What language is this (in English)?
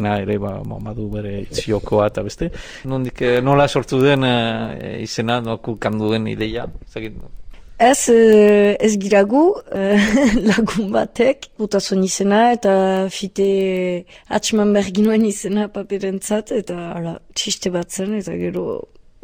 Basque